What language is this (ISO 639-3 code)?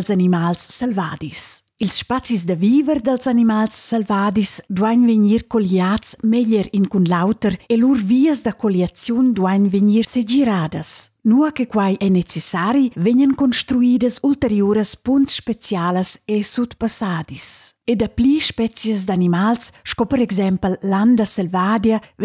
roh